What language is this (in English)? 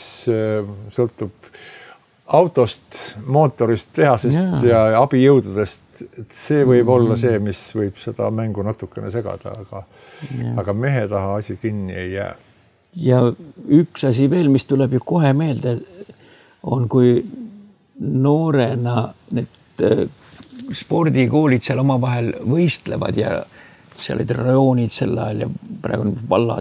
Estonian